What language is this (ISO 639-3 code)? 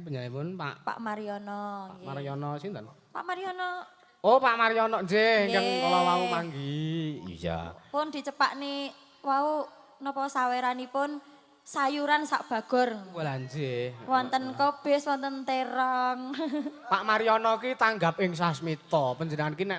jav